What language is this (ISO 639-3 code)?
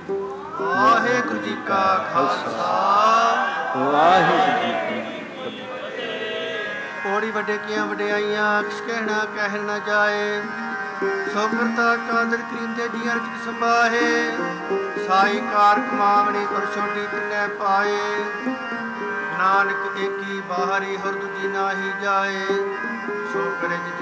pan